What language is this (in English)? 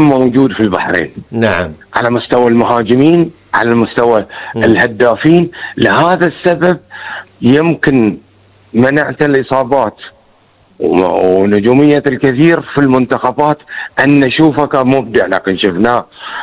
Gulf Arabic